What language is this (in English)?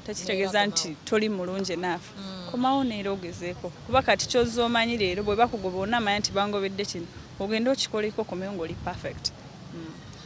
Ganda